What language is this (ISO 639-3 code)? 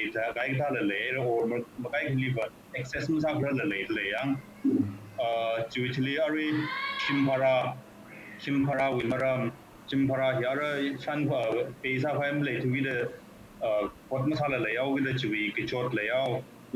nmf